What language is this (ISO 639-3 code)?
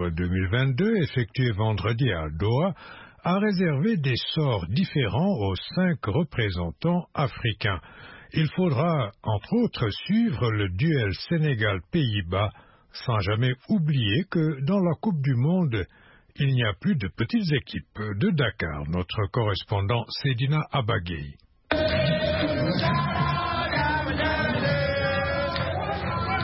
fra